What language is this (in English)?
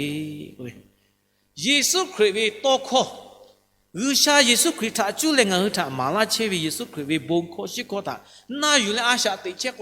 Lahu